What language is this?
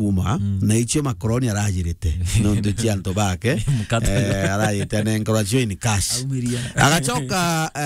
Meru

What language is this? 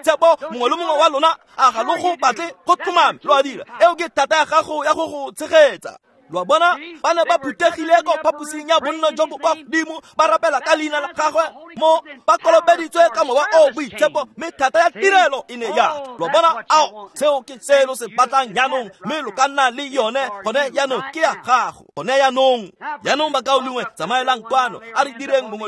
Tswana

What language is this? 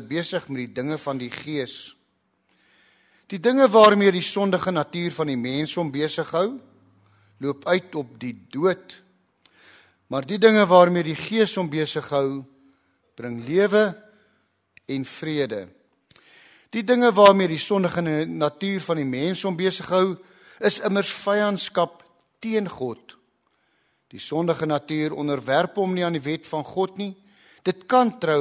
Afrikaans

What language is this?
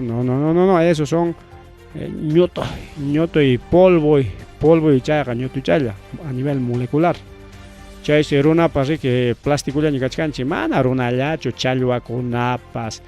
Ayacucho Quechua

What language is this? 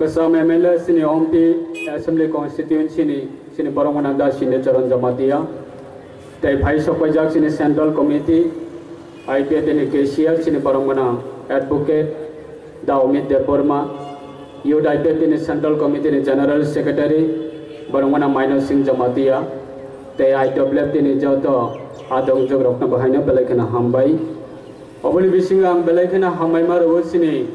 Kok Borok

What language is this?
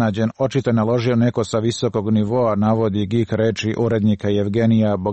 Serbian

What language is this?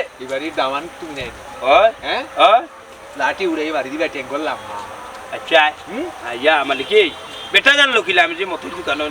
Sylheti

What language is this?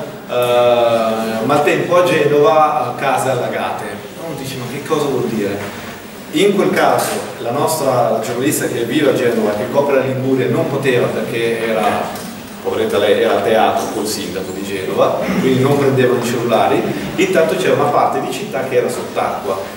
Italian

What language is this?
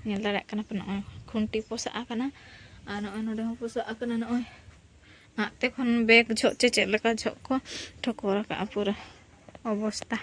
Santali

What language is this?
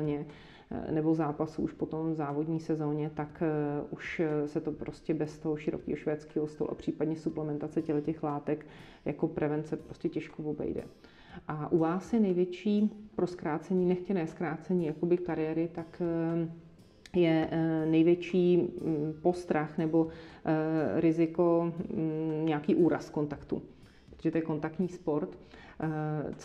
Czech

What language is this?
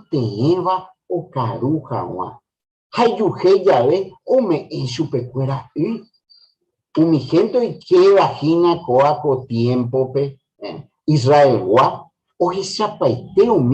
Guarani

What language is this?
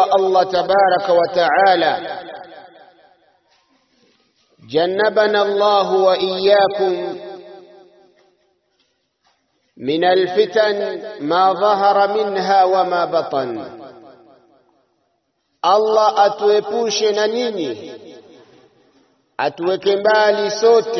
Swahili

